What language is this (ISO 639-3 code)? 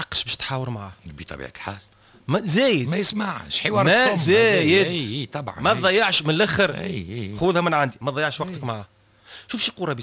aeb